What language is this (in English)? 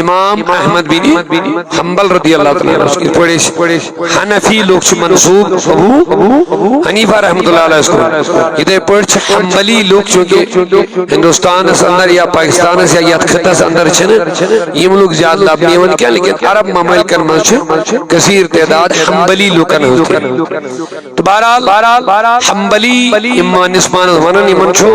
Kashmiri